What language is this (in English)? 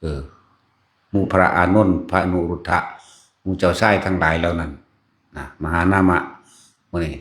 Northeastern Thai